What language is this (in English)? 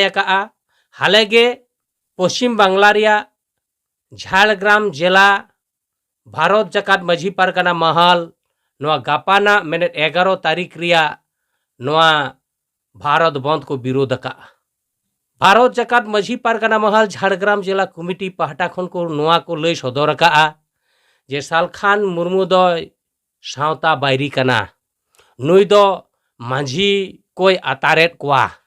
Santali